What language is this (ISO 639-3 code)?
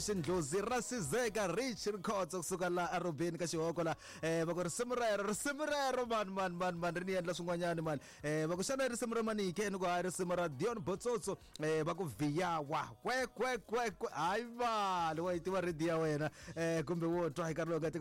tso